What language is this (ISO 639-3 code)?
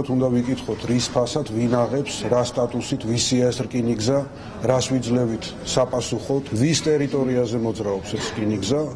kat